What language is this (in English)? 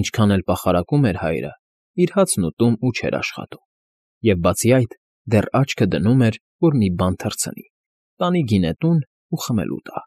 Armenian